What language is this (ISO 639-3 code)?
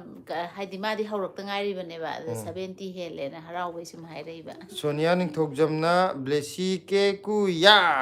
mni